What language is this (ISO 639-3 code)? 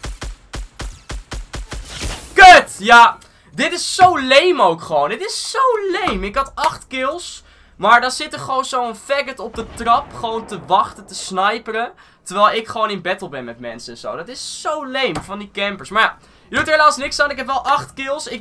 nld